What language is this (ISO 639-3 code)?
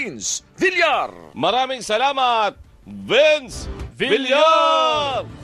fil